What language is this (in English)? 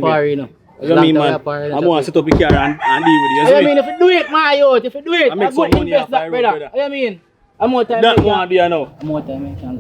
Jamaican Creole English